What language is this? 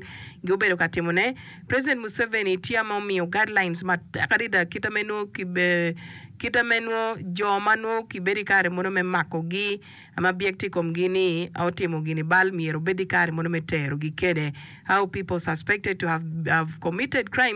Acoli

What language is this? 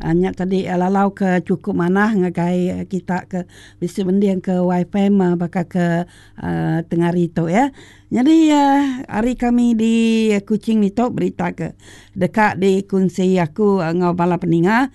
Iban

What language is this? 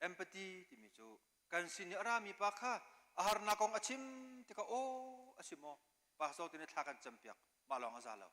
Hakha Chin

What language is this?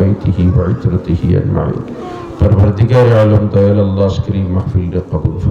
Sylheti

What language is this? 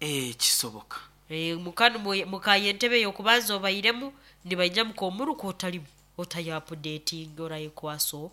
Nyoro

